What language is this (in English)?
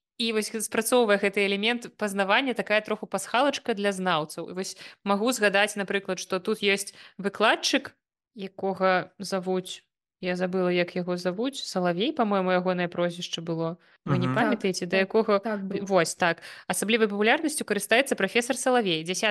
Belarusian